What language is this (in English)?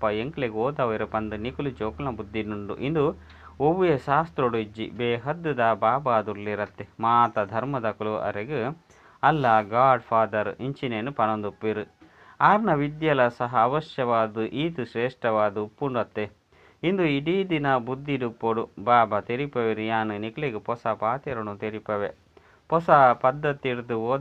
Tulu